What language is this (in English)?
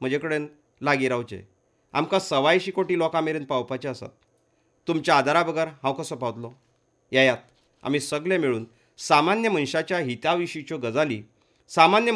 Konkani